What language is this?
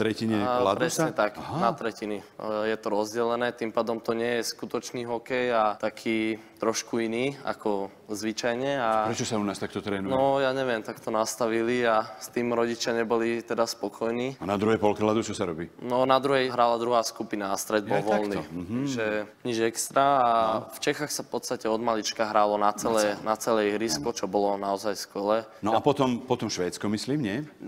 Slovak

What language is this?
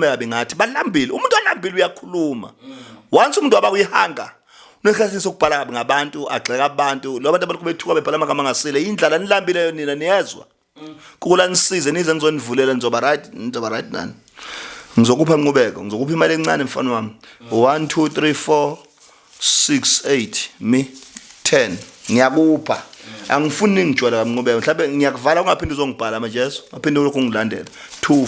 Zulu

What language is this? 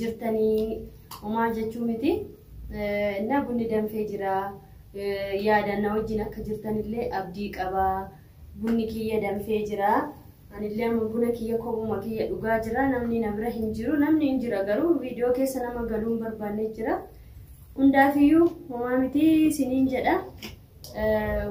Oromo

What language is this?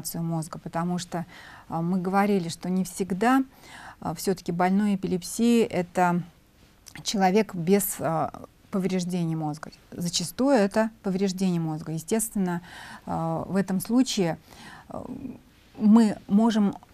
Russian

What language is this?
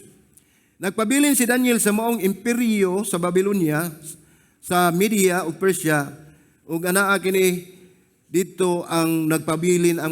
Cebuano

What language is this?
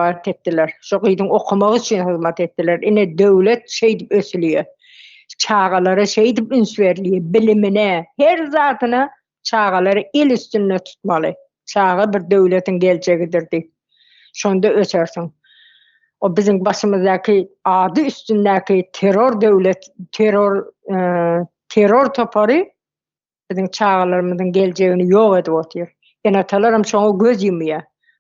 Turkmen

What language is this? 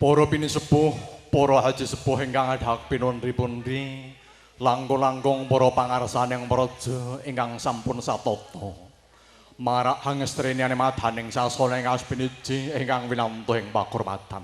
Javanese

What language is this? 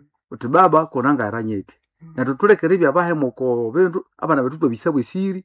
Nande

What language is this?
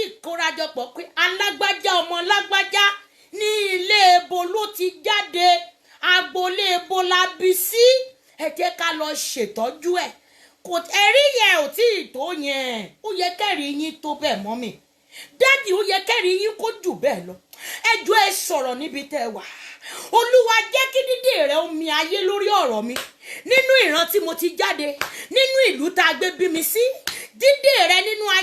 Yoruba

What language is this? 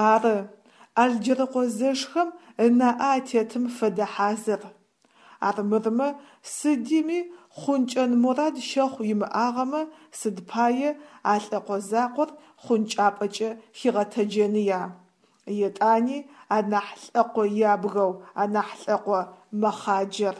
Adyghe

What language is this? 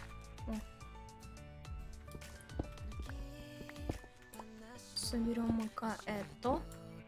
Russian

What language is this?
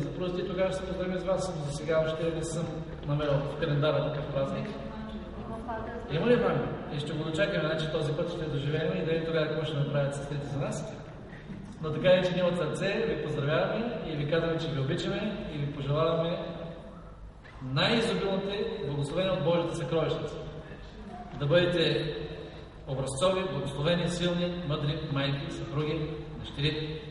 Bulgarian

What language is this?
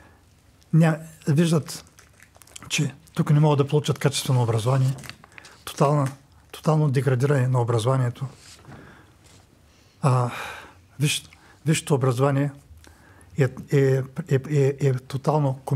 Bulgarian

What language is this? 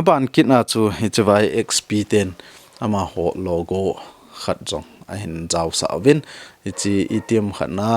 Thado Chin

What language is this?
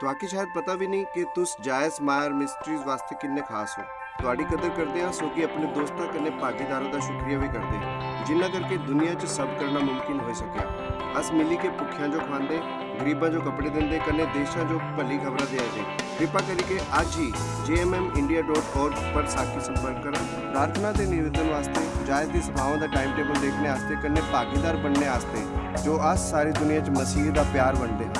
Dogri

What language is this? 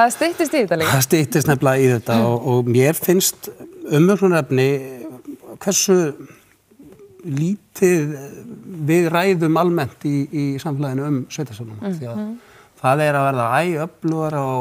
Icelandic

